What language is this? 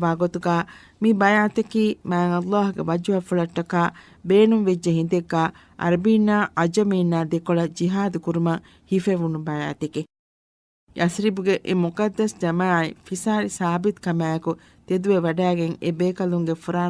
Divehi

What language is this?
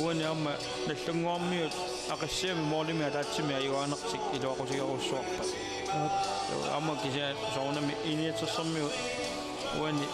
Kalaallisut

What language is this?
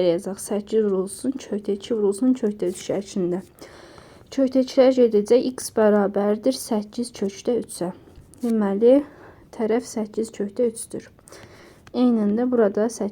Azerbaijani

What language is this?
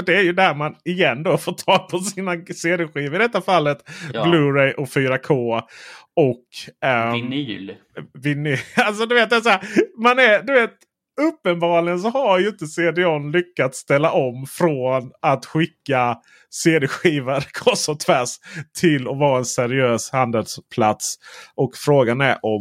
Swedish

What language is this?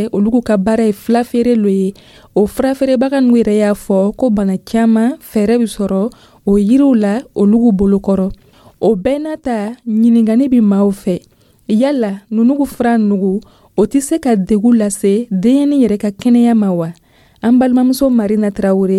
Dyula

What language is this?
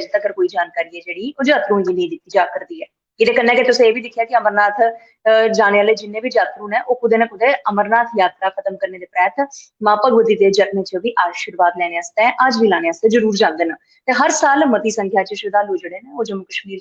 Dogri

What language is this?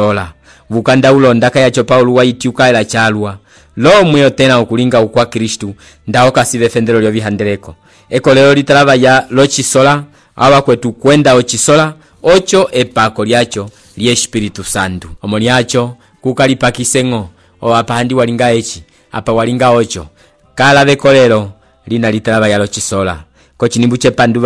Umbundu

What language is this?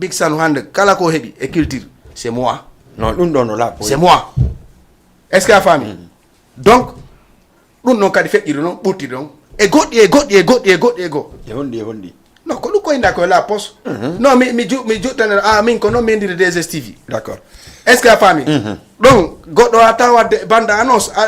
Fula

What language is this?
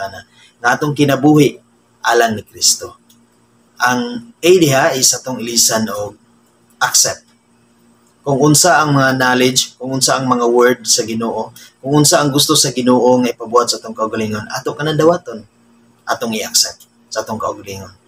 Cebuano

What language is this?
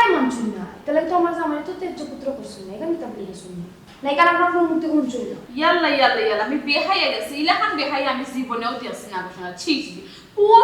Sylheti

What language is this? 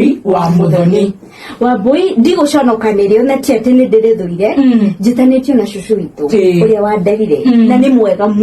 Kikuyu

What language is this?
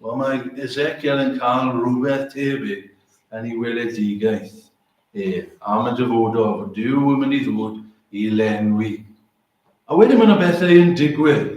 Welsh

